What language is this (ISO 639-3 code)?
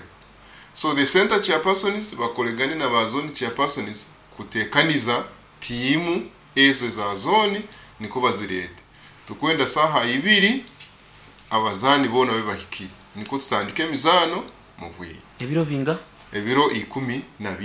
nyo